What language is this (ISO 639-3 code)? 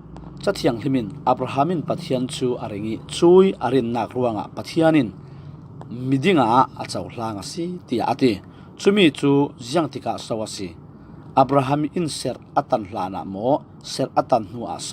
cfm